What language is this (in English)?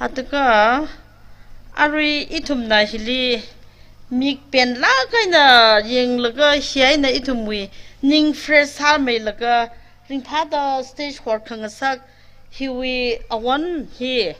Tangkhul Naga (India)